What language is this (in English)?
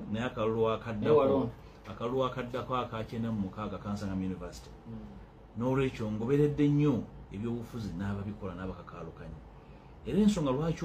Ganda